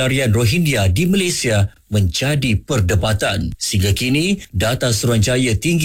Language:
Malay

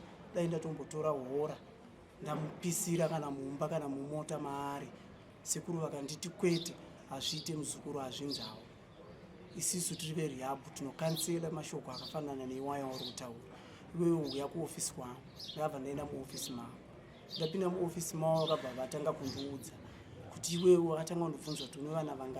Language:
Shona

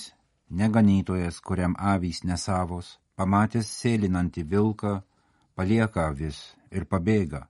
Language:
Lithuanian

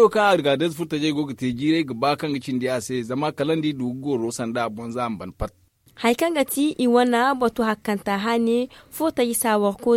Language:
Zarma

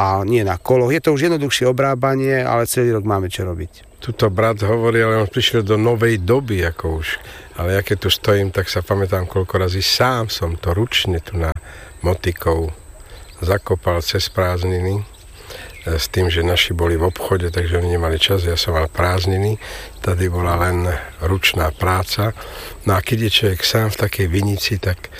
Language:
Slovak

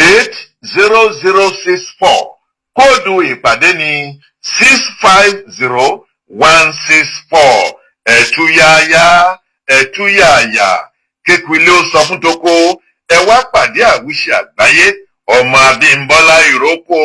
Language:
Yoruba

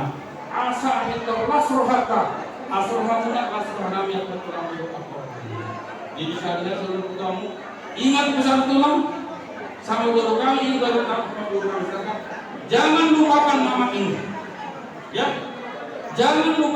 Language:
Batak Toba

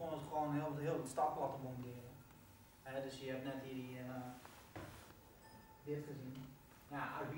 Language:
Dutch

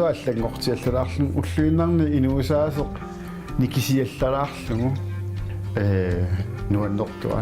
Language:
Kalaallisut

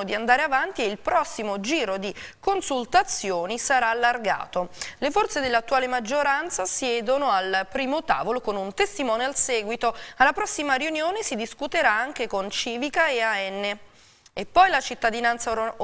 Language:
Italian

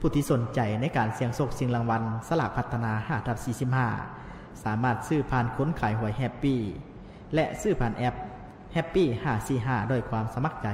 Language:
Lao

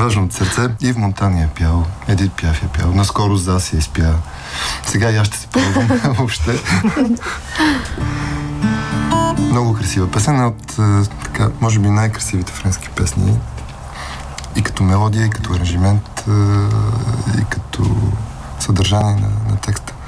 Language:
Bulgarian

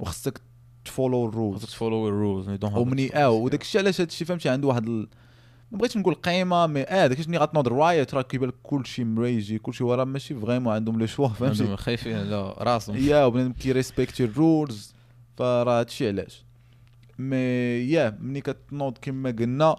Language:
Moroccan Arabic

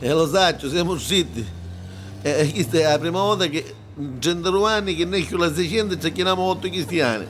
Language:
Neapolitan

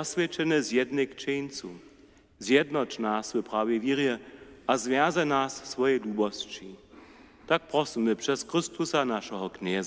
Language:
Upper Sorbian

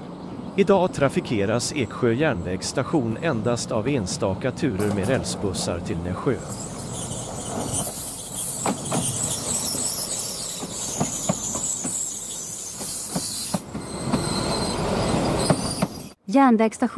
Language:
Swedish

